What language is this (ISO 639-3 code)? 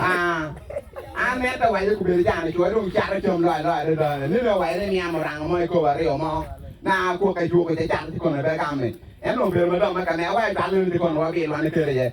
ach